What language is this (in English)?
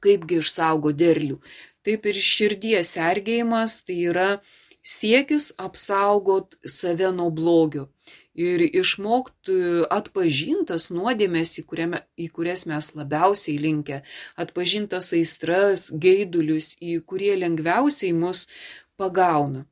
Lithuanian